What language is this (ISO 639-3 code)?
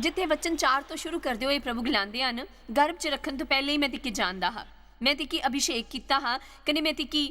doi